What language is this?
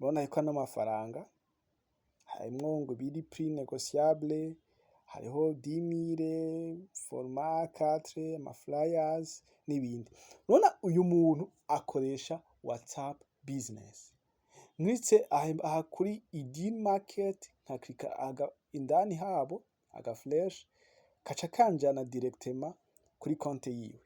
Rundi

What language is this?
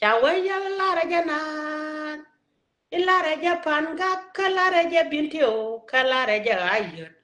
Nuer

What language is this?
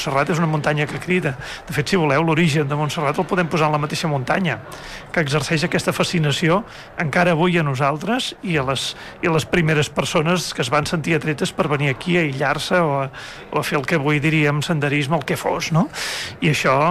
Catalan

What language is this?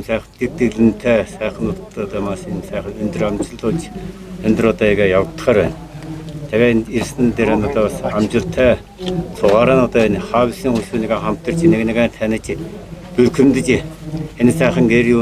Mongolian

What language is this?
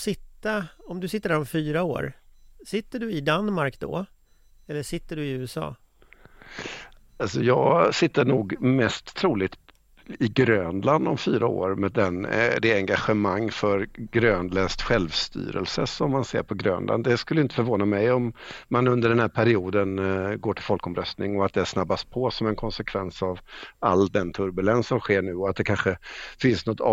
Swedish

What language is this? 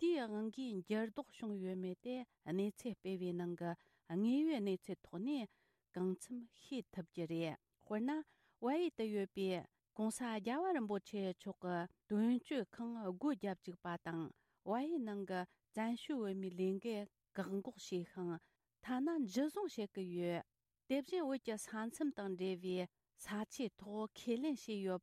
Tibetan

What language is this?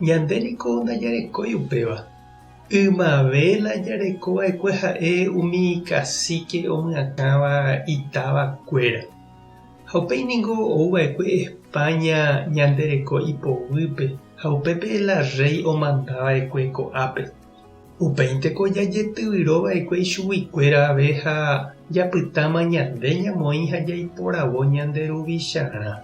Guarani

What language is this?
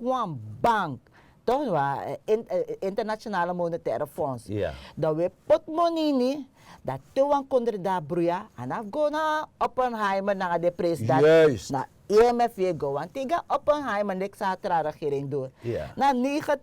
Sranan Tongo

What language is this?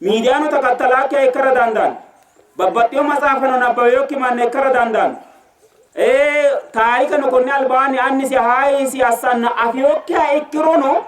Sidamo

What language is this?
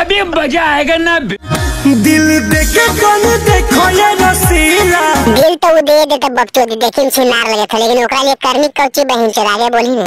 Magahi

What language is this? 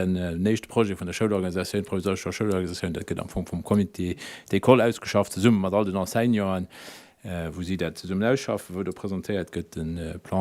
Luxembourgish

